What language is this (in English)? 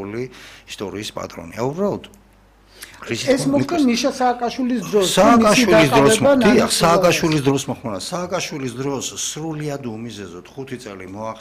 Georgian